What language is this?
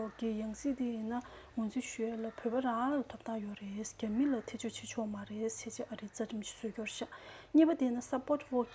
Tibetan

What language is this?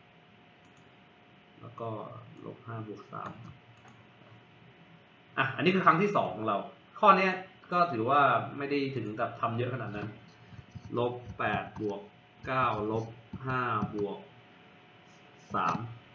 Thai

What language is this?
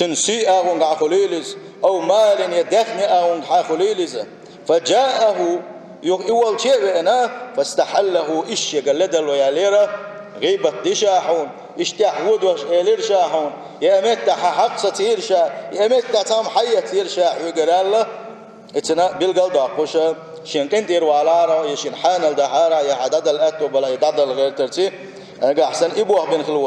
Chechen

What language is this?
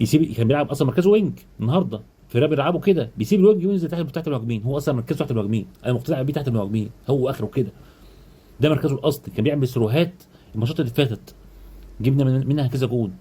Egyptian Arabic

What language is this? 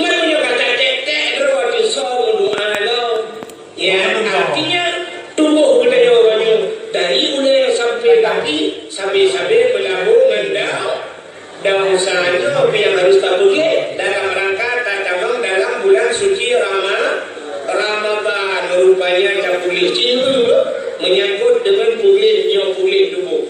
Achinese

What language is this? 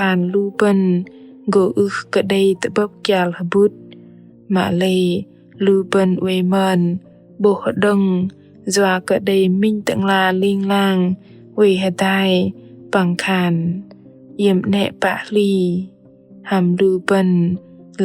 Bahnar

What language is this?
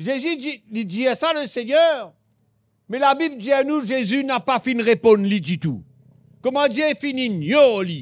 Morisyen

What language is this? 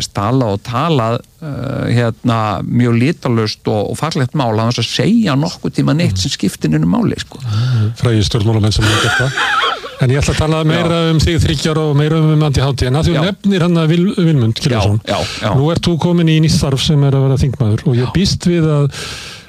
Icelandic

